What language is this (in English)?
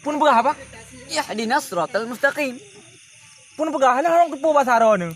Achinese